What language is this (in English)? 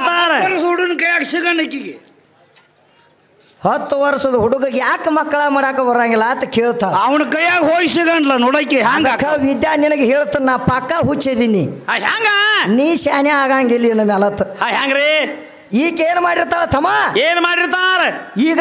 Kannada